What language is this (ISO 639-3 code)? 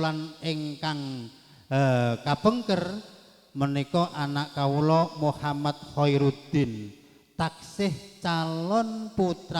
jav